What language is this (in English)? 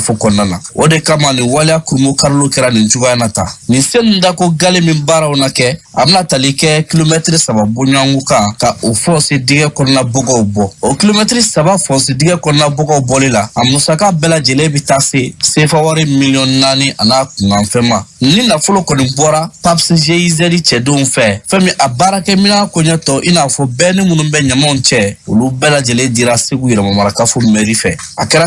Bambara